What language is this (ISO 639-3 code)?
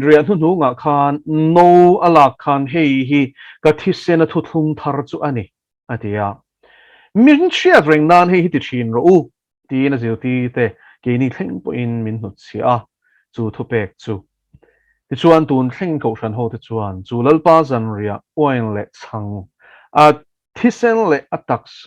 lus